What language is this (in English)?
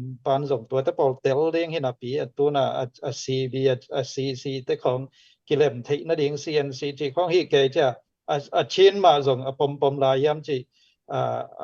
Tedim Chin